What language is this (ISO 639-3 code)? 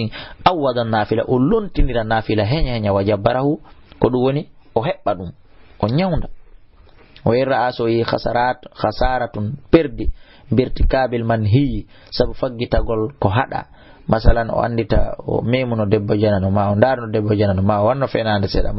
ful